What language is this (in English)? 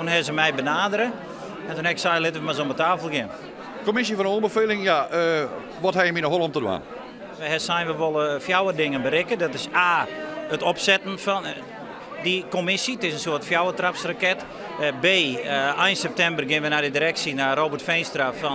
Western Frisian